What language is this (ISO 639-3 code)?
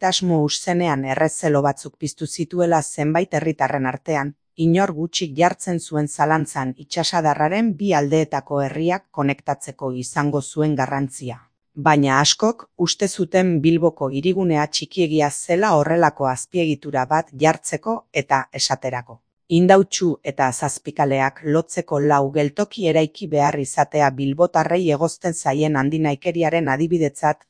eus